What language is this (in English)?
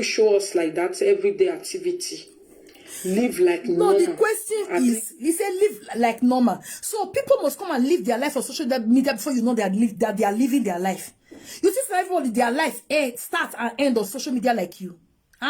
Nigerian Pidgin